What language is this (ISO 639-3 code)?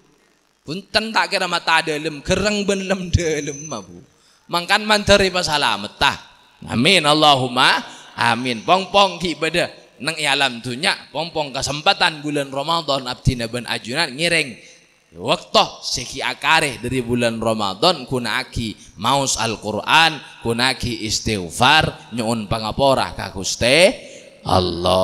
mad